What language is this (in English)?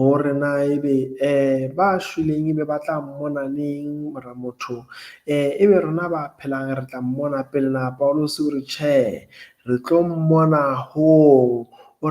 Southern Sotho